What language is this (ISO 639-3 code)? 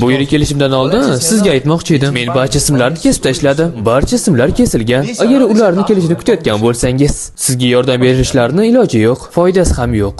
uzb